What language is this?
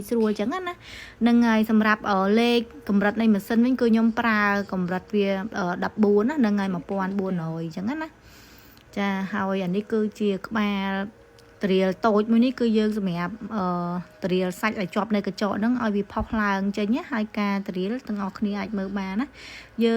Khmer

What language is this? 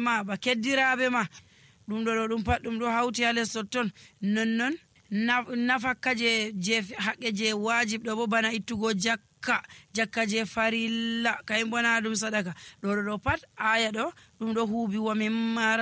Nigerian Fulfulde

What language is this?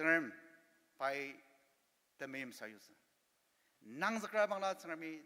Ao Naga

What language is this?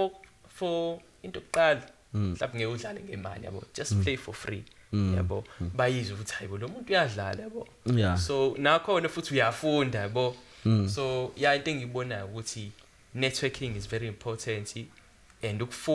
Zulu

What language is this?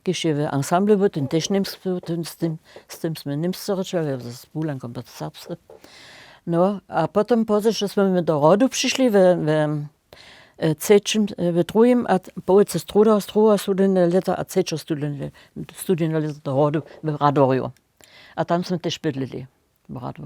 Upper Sorbian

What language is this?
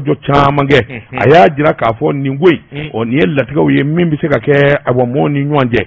Bambara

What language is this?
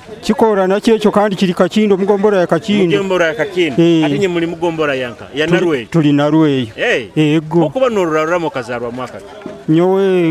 Nyoro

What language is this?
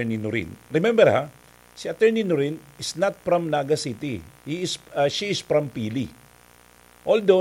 Bikol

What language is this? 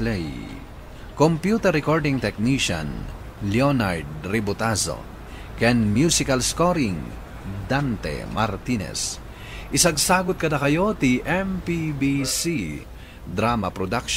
Iloko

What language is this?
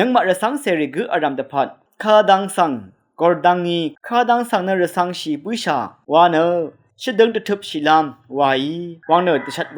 Rawang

